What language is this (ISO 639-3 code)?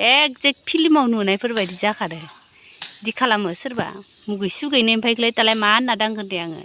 brx